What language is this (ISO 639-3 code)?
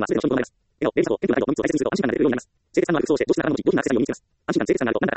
jpn